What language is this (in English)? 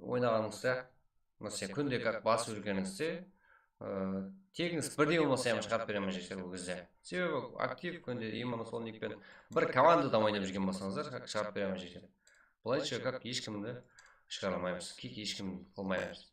Kara-Kalpak